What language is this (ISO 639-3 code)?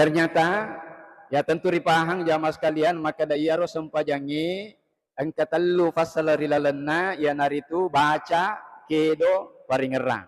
bug